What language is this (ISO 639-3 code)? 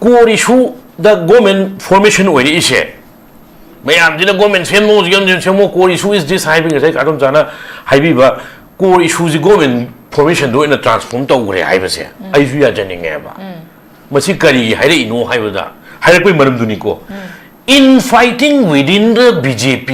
mni